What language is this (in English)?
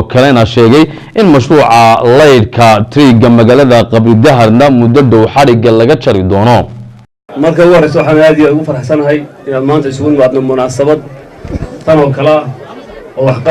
Somali